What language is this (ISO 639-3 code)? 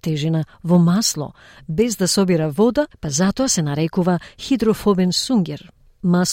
mkd